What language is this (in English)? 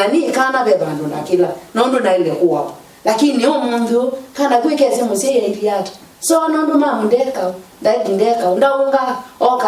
Kamba